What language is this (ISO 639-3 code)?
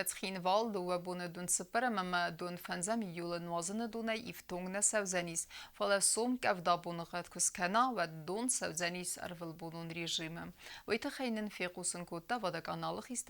oss